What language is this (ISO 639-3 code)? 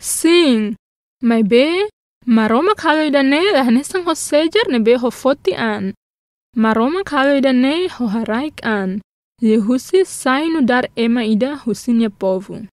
tet